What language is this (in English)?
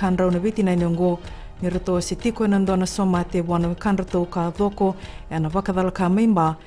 Fijian